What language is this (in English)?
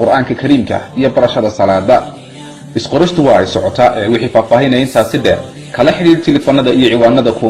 Somali